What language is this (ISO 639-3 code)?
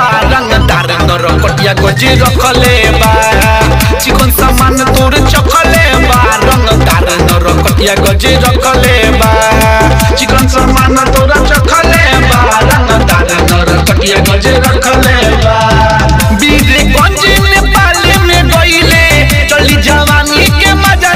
bho